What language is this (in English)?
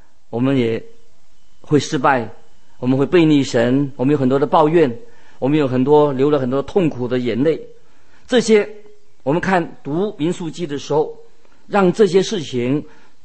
Chinese